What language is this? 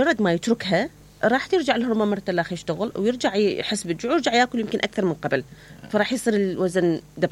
Mesopotamian Arabic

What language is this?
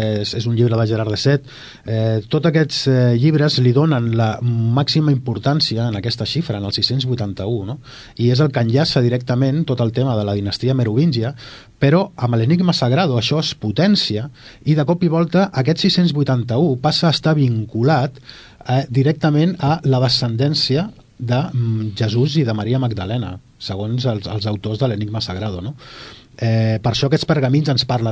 Catalan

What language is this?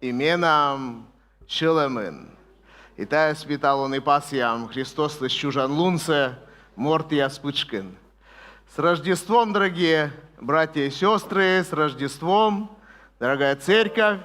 Komi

